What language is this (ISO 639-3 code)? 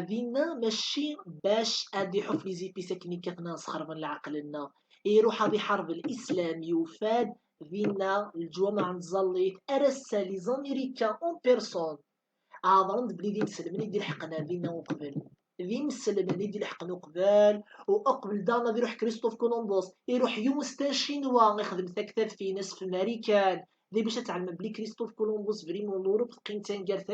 kab